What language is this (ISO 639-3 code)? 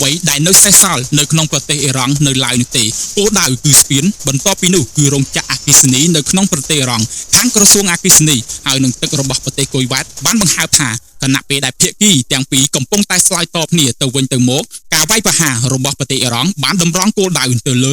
khm